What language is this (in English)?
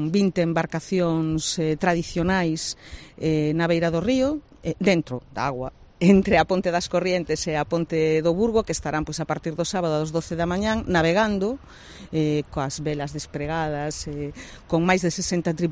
Galician